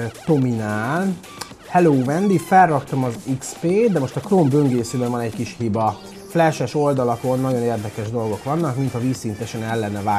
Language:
Hungarian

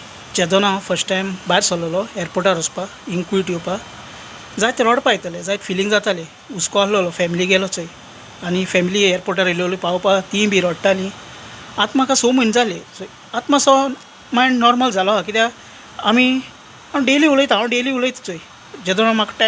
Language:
Konkani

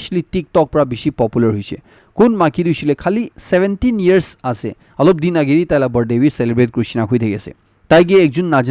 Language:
Naga Pidgin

